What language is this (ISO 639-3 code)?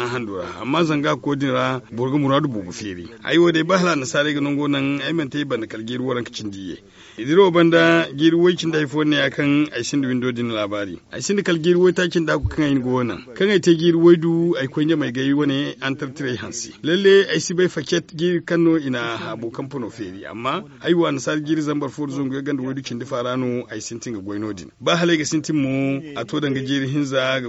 dje